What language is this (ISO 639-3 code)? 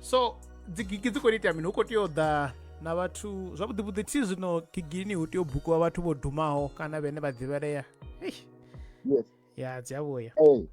ven